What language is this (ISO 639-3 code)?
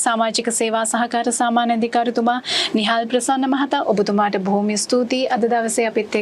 sin